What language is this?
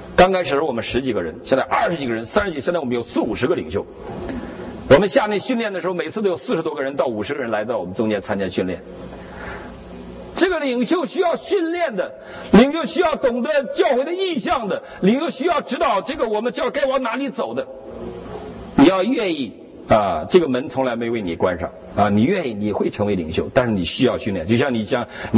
Chinese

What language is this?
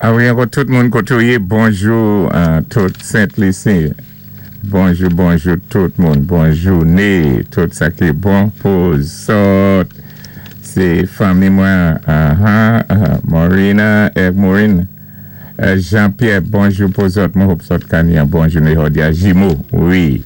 Saint Lucian Creole French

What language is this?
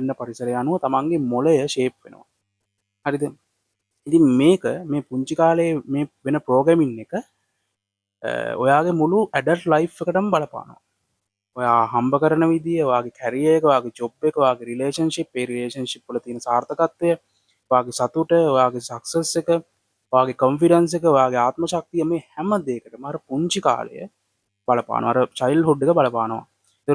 Sinhala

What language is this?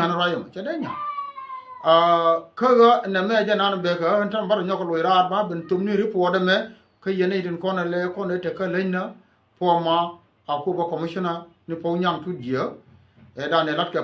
Nuer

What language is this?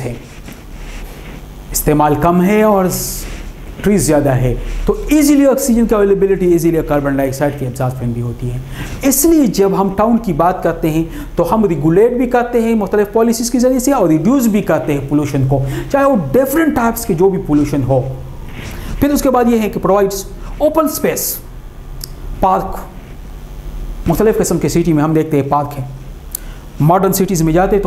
Urdu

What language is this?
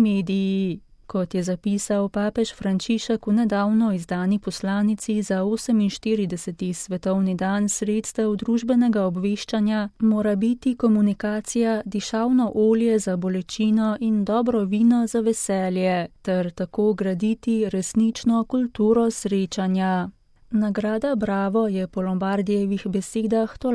Slovenian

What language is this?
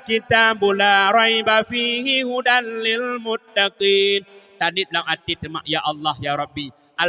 Achinese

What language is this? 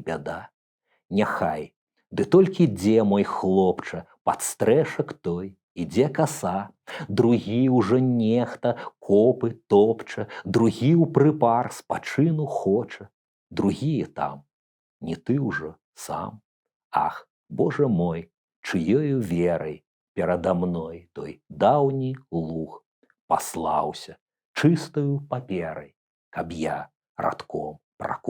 Belarusian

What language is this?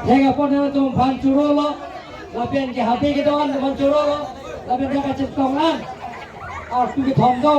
Karbi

